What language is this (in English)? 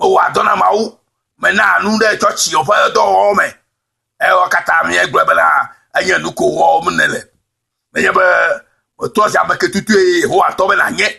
Ewe